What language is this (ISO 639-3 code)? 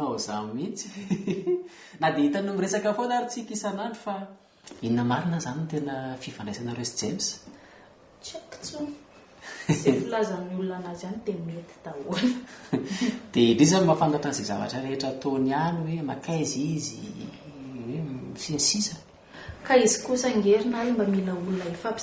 mlg